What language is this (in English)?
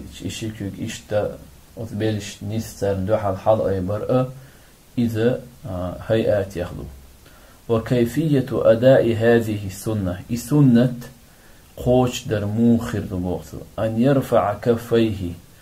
Chechen